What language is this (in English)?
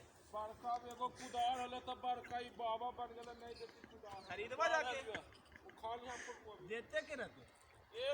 Magahi